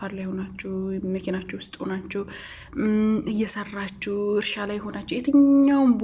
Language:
Amharic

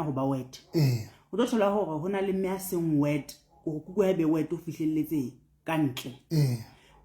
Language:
Southern Sotho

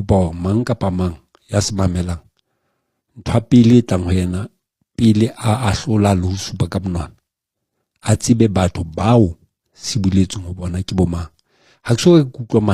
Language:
Southern Sotho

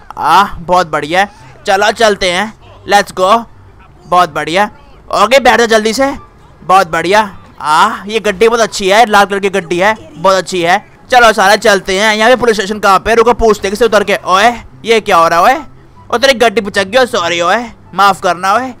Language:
Hindi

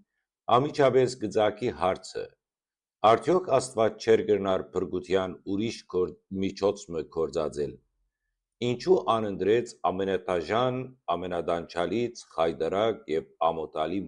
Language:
Western Armenian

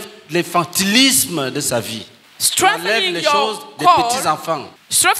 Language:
French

